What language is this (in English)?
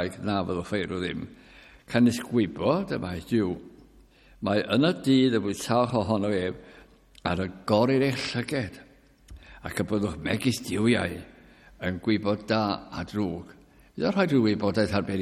Welsh